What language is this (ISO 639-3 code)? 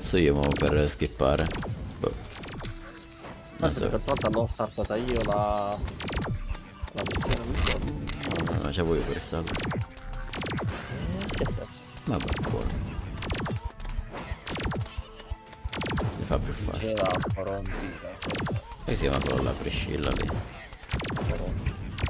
ita